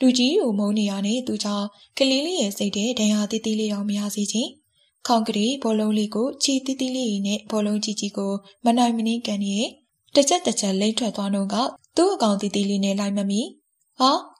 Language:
Burmese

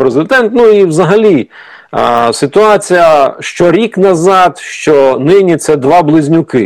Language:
Ukrainian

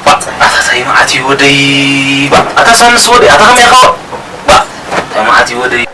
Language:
Tigrinya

